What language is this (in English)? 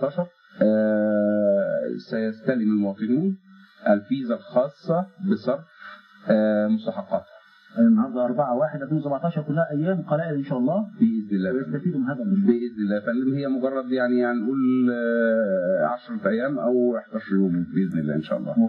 Egyptian Arabic